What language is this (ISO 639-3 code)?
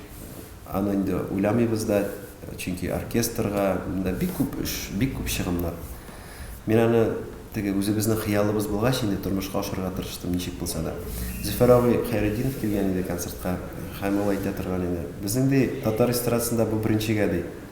tat